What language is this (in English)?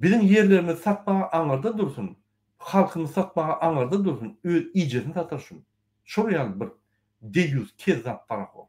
Turkmen